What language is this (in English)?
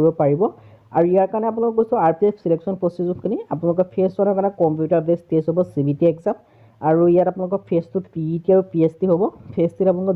Assamese